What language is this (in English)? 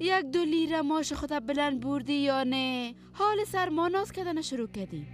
Persian